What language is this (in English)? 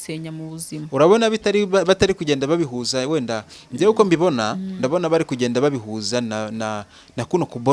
Kinyarwanda